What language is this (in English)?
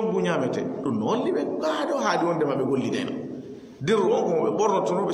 Fula